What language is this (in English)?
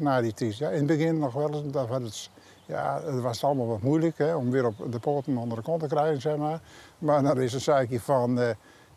Western Frisian